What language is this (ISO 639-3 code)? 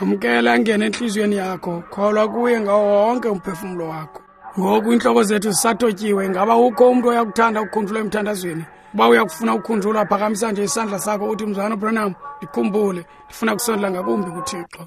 xho